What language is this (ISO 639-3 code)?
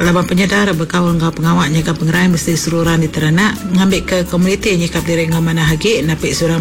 iba